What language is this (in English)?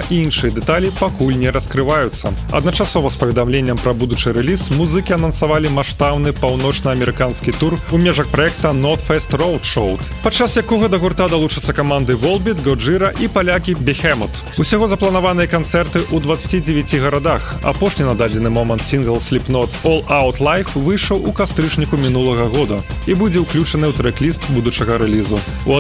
Belarusian